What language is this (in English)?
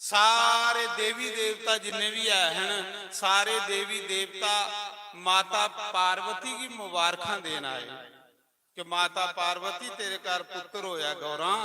Dogri